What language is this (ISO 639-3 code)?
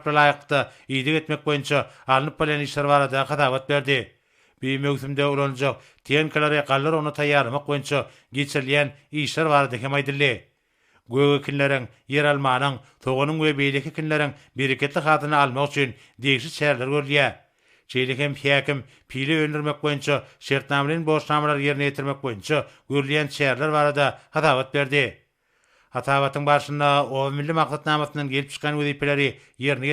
tuk